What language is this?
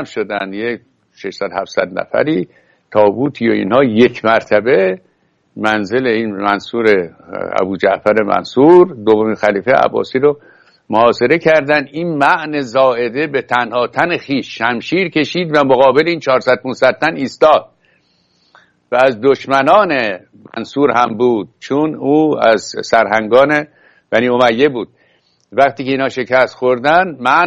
Persian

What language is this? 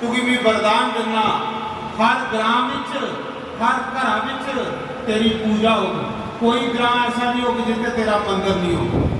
Dogri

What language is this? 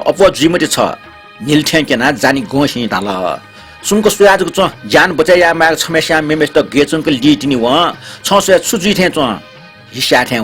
Newari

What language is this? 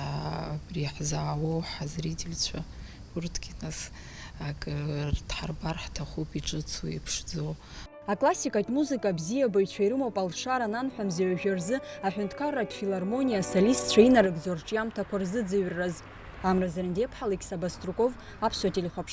Abkhazian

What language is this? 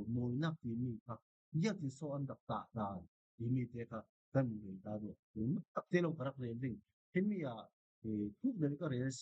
Falam Chin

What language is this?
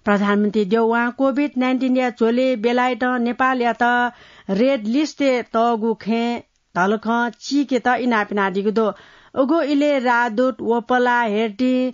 Newari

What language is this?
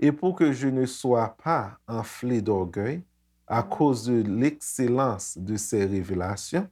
Haitian Creole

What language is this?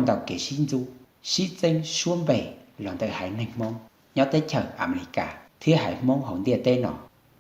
Hmong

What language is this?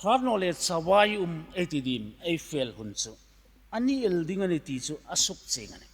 Hmar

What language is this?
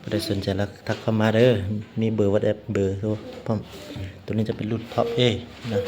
Lao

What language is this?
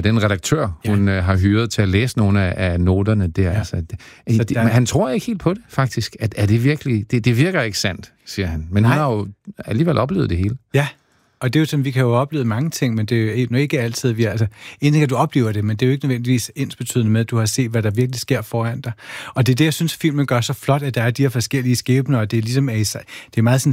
Danish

